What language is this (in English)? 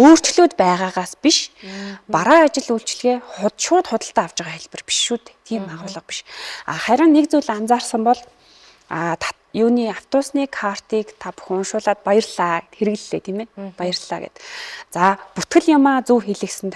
Mongolian